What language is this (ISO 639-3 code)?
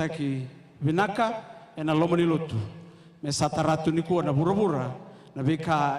fij